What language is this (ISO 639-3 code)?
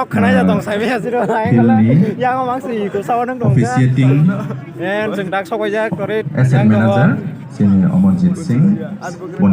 trp